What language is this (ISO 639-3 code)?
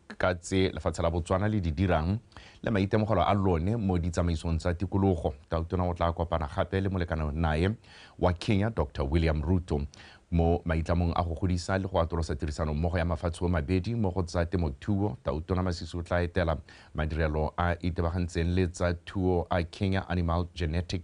tsn